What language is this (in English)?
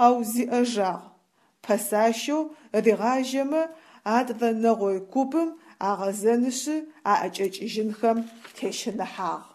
Adyghe